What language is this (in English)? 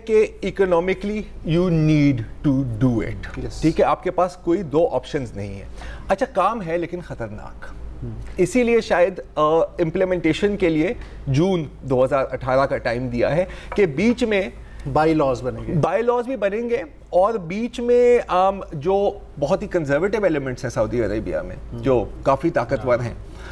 Urdu